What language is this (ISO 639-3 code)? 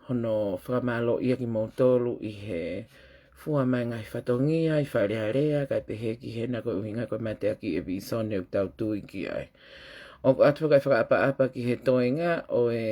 ton